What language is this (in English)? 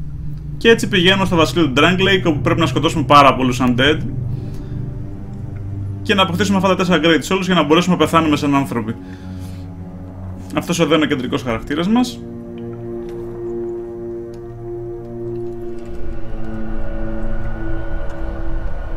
Greek